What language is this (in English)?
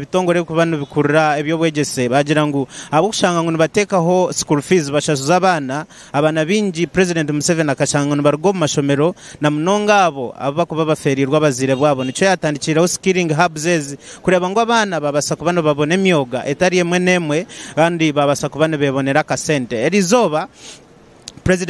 Nyankole